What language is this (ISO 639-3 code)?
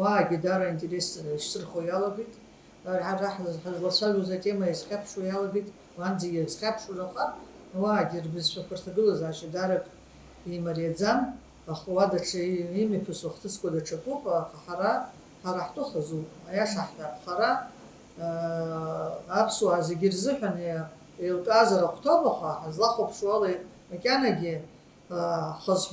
abk